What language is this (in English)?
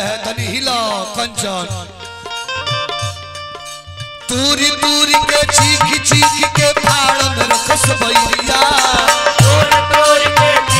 Bhojpuri